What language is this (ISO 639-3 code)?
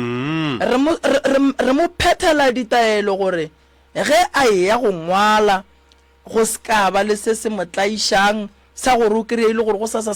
nso